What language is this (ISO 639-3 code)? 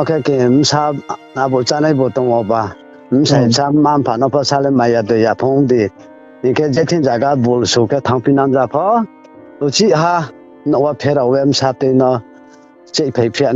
ria